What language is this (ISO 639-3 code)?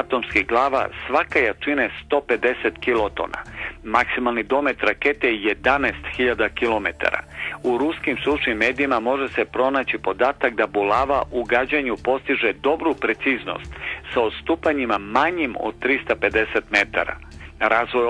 srp